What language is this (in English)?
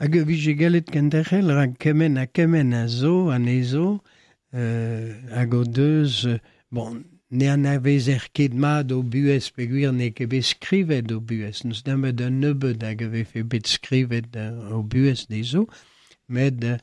Breton